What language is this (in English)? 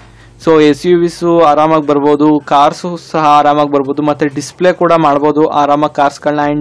Kannada